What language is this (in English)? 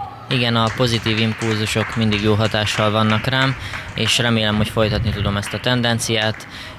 Hungarian